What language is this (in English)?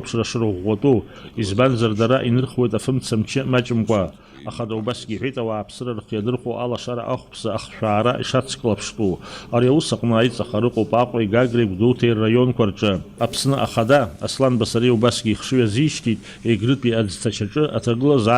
Abkhazian